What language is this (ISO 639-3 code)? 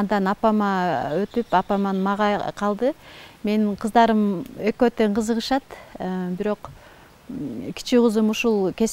kir